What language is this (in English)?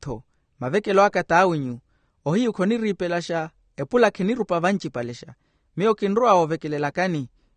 Makhuwa